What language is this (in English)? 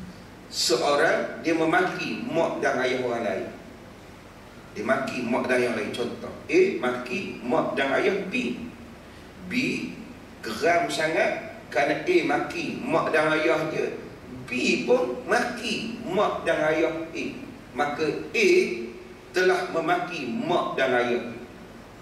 Malay